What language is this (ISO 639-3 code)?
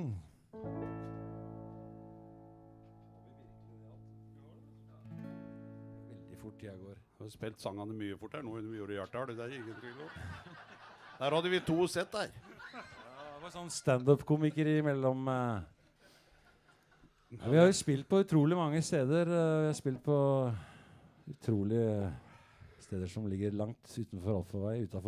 nor